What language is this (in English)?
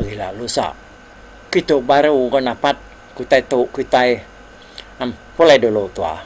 Iban